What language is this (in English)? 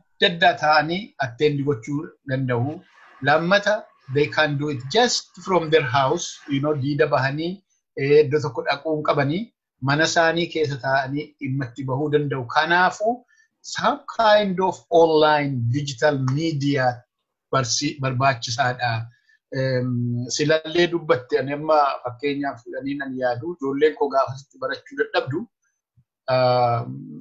Oromo